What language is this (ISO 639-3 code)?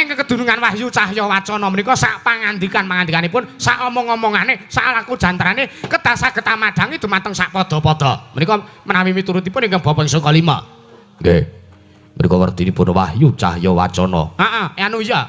jav